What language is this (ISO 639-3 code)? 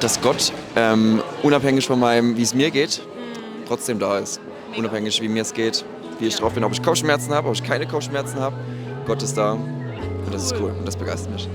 gsw